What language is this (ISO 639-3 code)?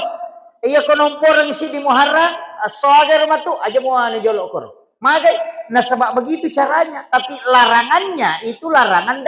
bug